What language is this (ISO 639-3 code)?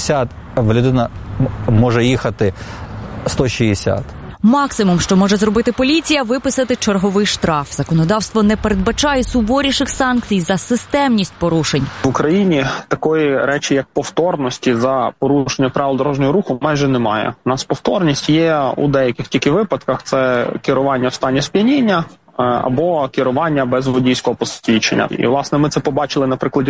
ukr